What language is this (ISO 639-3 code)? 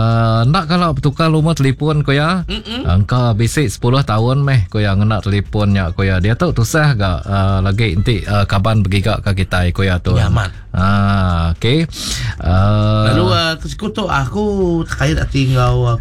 iba